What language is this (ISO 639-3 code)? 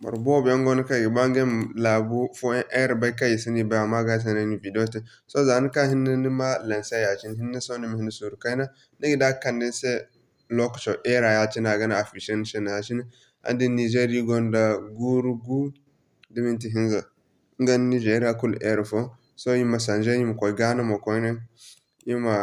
dje